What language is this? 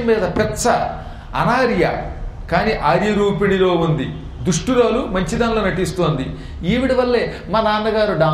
Telugu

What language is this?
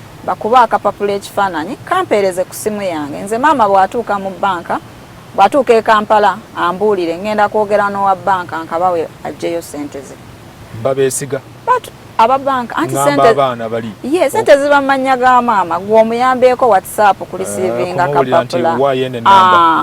Ganda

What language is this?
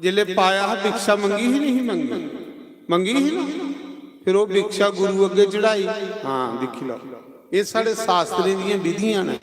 Dogri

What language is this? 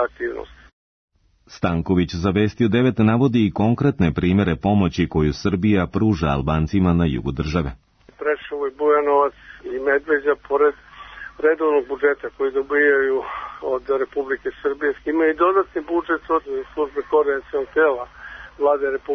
Serbian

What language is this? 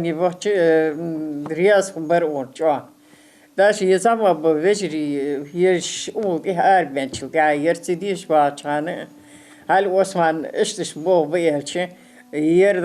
Ingush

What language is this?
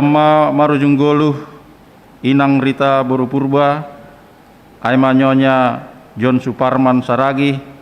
Batak Simalungun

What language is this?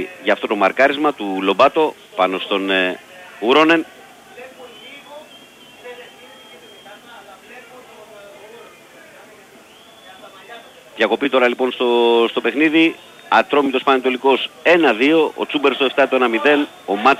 Greek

